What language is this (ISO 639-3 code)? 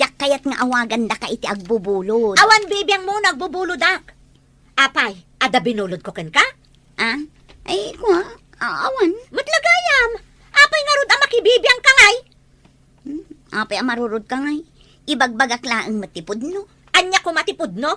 ilo